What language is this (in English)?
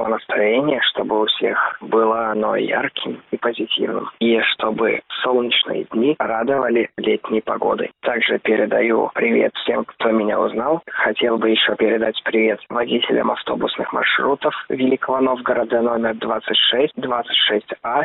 Russian